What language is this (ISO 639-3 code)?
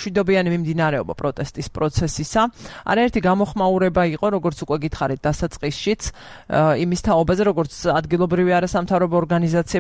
kat